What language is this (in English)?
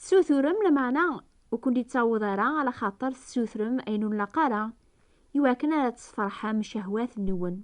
Kabyle